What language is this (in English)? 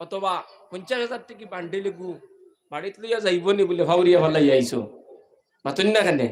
Sylheti